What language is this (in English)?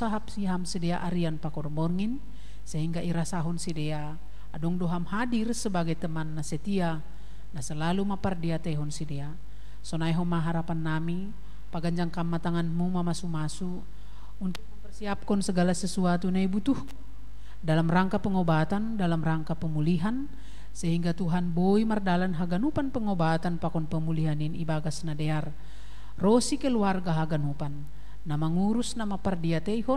Batak Simalungun